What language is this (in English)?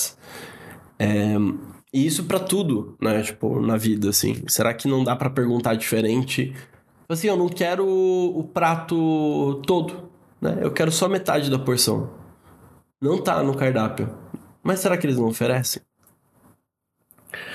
Portuguese